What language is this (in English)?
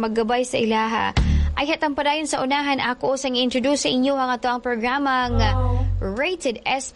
Cebuano